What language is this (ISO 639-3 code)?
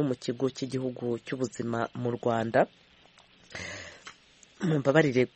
kin